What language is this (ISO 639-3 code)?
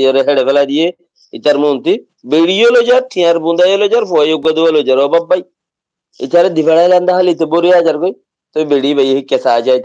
rhg